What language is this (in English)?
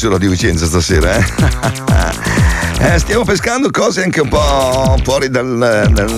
Italian